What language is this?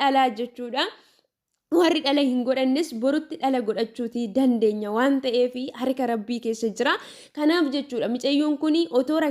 Oromo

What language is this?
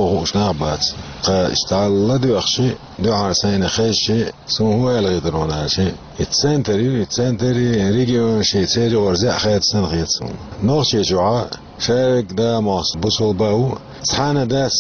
Chechen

